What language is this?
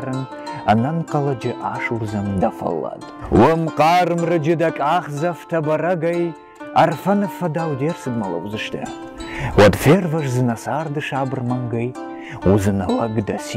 Ossetic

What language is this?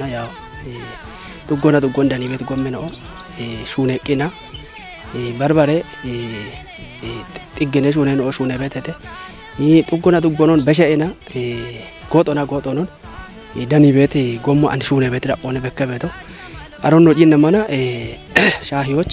Kafa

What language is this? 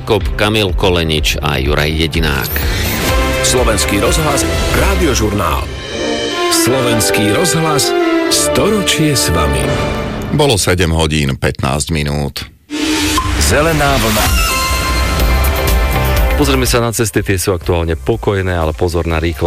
Slovak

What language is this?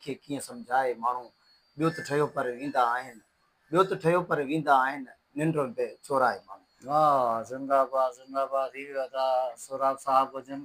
Sindhi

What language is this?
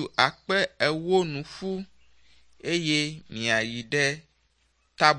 Ewe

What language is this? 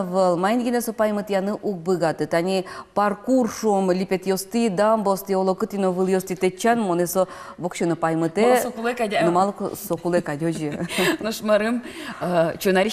Udmurt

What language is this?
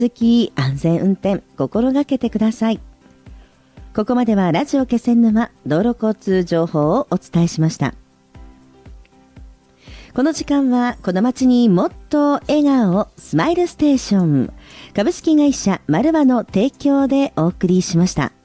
Japanese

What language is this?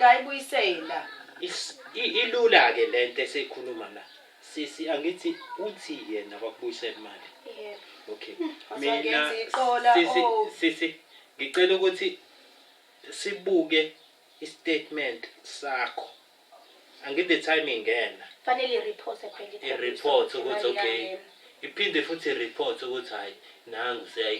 Zulu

